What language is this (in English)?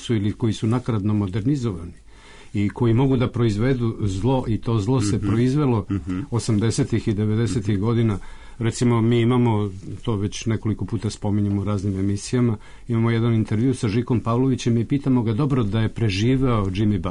Serbian